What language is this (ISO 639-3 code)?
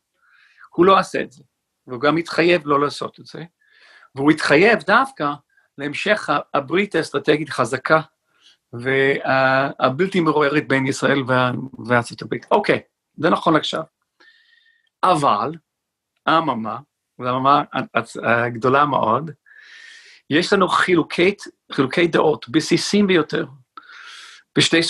heb